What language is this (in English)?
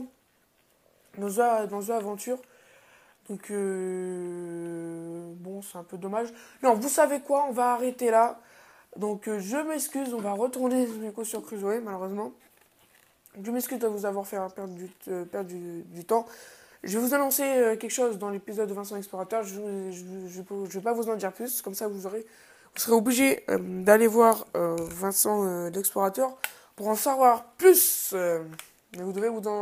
French